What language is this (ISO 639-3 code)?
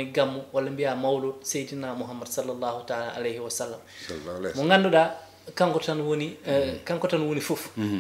ful